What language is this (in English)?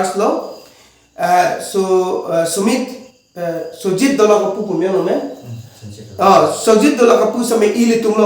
Karbi